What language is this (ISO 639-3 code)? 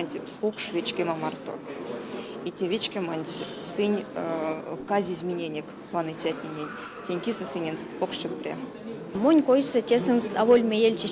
myv